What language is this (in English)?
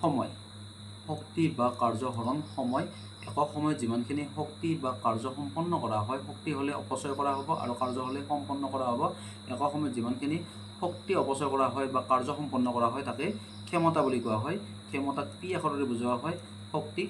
Assamese